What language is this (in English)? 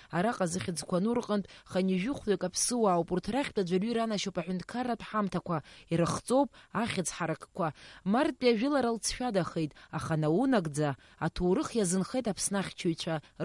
Abkhazian